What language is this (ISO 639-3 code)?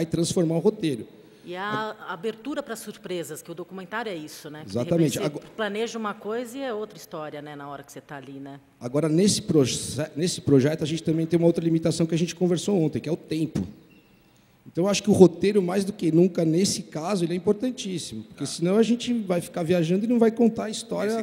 por